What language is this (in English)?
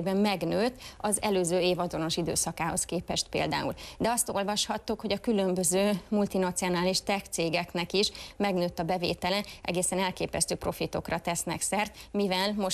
Hungarian